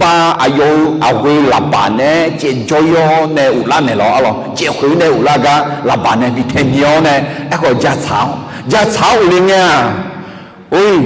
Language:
Akha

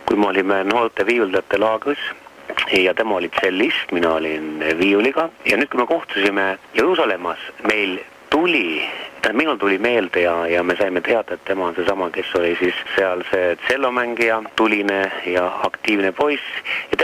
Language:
Estonian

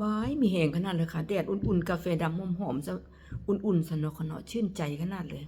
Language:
Northeastern Thai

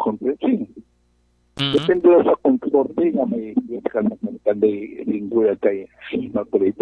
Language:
Aklanon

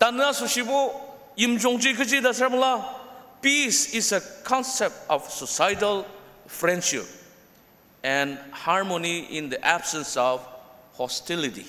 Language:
Ao Naga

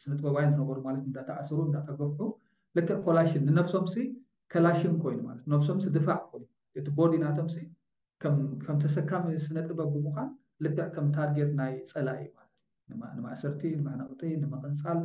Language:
Tigrinya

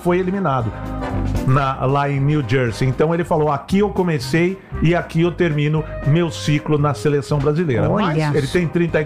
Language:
Portuguese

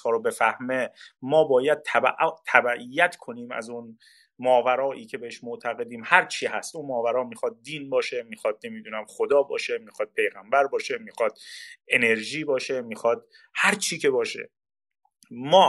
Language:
Persian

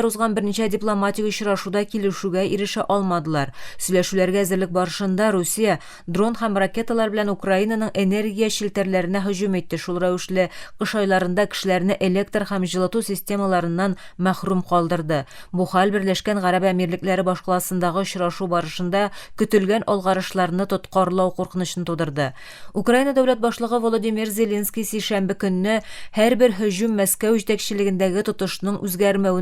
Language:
Tatar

